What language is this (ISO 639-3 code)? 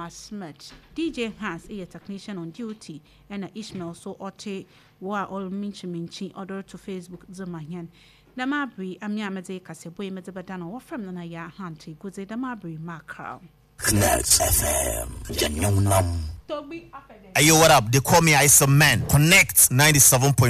aka